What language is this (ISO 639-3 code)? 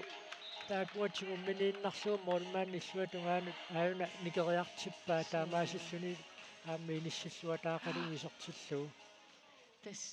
kal